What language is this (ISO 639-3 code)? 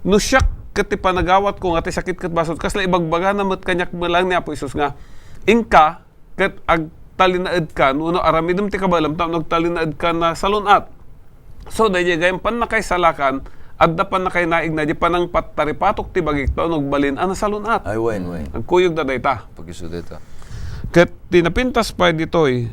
ilo